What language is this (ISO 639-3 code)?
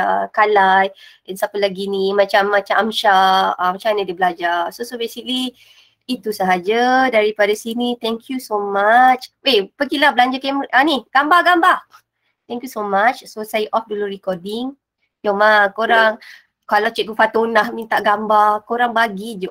msa